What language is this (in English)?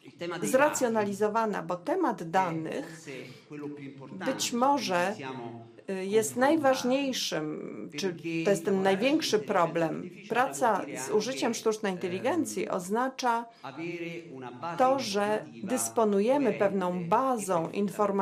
Polish